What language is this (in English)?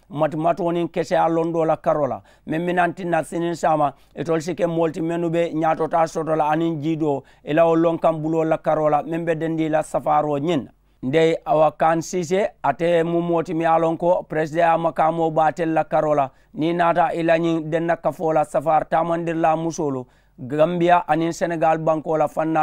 Mandingo